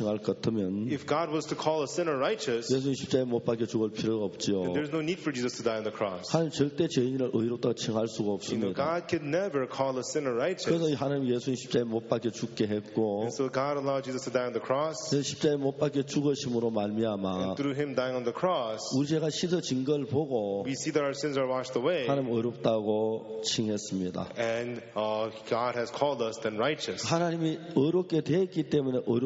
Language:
Korean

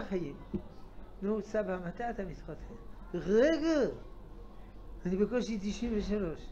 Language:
Hebrew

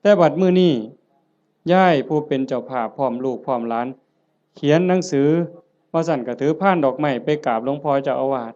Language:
Northeastern Thai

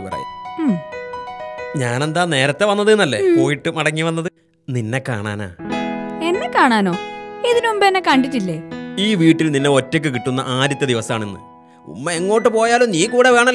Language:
Malayalam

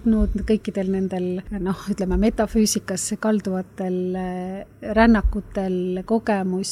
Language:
Estonian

